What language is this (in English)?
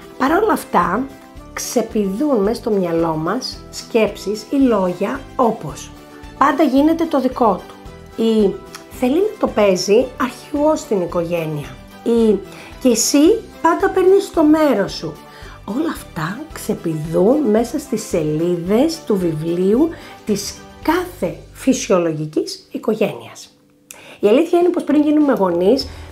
Greek